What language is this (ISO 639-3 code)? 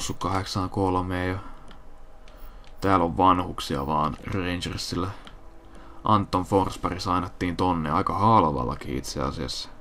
fin